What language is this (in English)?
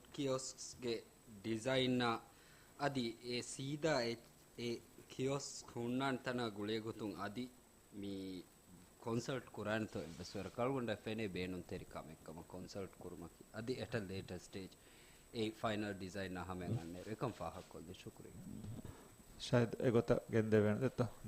Divehi